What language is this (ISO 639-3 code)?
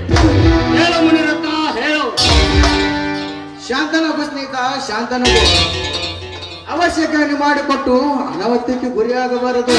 kan